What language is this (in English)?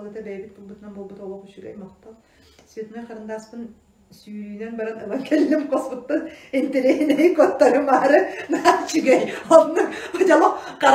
Yakut